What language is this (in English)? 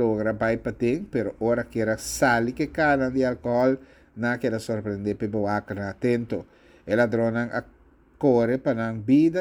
Papiamento